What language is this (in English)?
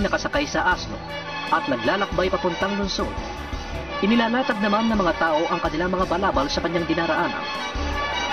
Filipino